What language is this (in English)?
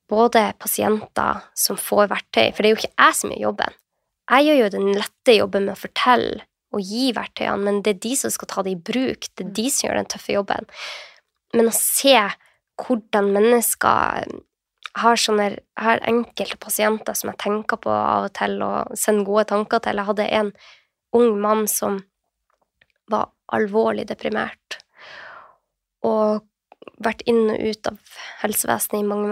Norwegian